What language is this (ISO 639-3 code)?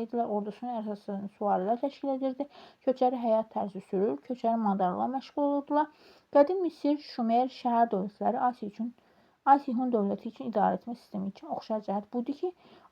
aze